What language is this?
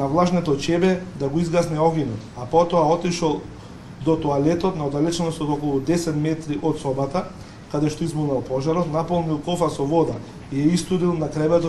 Macedonian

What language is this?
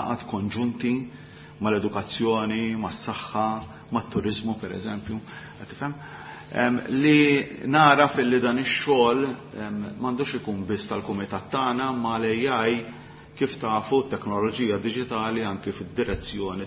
Maltese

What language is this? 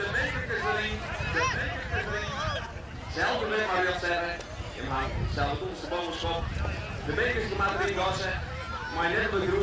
Western Frisian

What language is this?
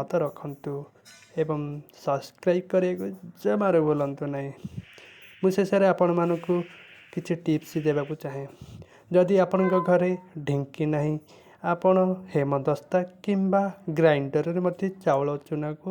Odia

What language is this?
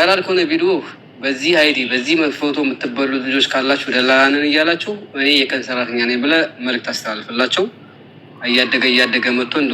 Amharic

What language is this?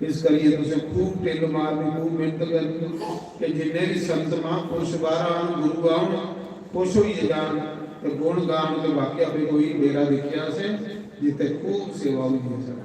Dogri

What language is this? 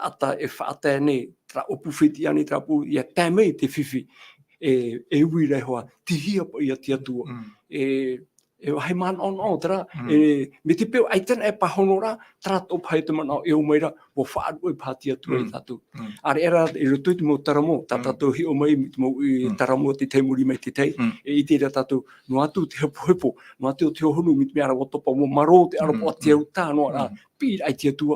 Tahitian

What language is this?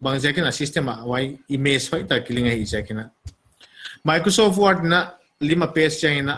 Paite Chin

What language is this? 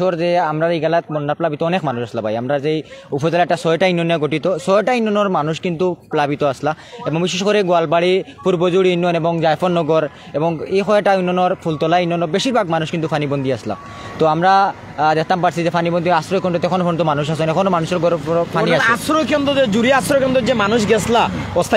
Sylheti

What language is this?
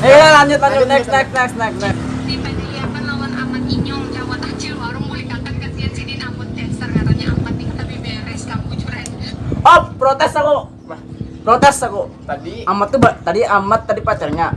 Banjar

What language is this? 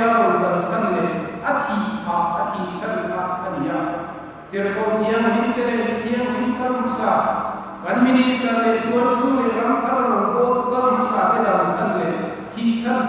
Mizo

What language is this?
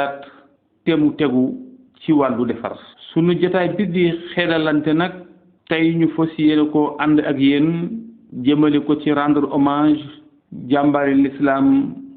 Wolof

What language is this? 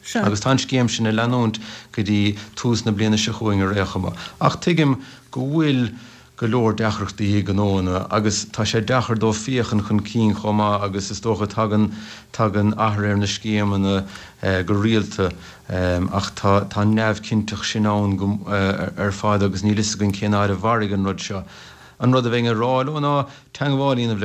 Irish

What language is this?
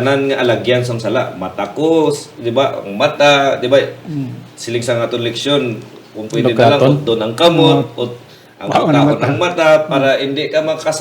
Hiligaynon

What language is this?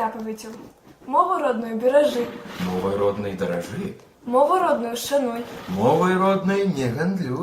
Belarusian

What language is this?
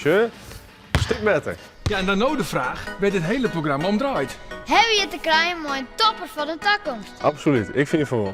Western Frisian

